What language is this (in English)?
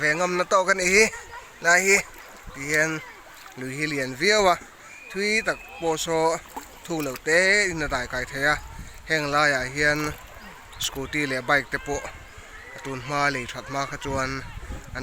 Mizo